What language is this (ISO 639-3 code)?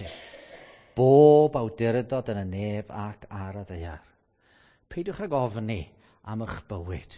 cym